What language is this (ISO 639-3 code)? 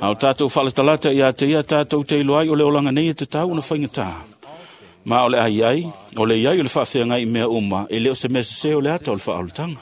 smo